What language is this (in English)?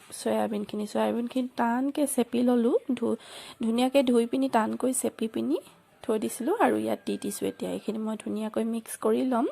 Assamese